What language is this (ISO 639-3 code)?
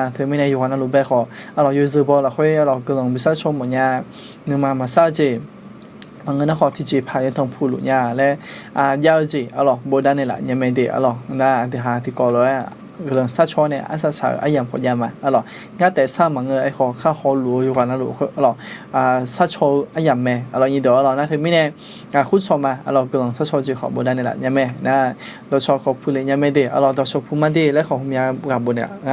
ahk